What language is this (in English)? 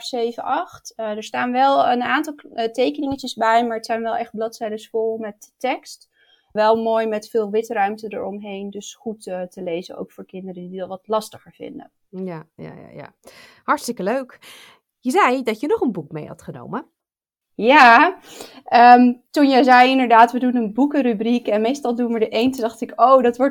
Dutch